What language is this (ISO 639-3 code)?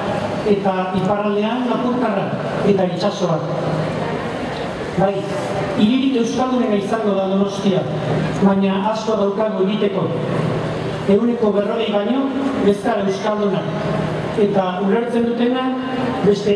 eus